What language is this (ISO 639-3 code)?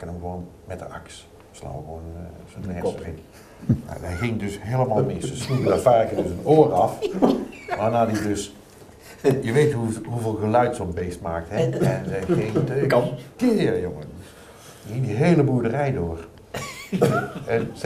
nld